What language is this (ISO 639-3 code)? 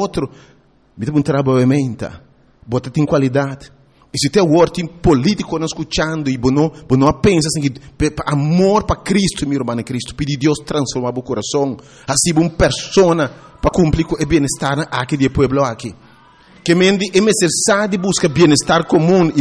pap